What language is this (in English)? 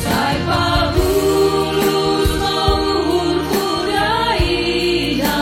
Batak Simalungun